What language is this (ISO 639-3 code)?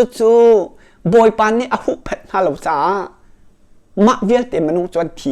cnh